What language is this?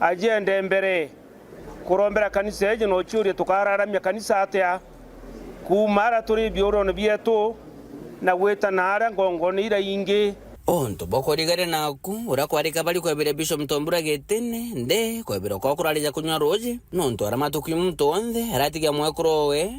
Meru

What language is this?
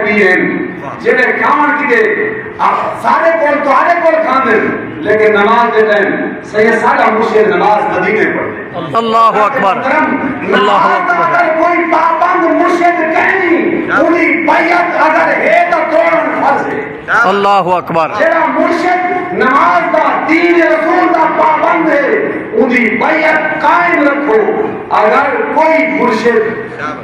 Saraiki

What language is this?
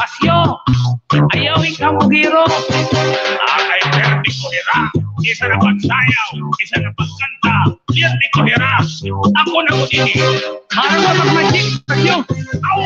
Waray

